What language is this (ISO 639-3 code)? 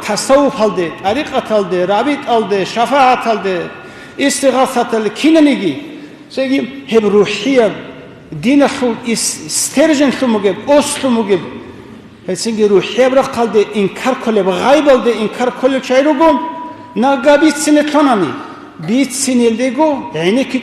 ava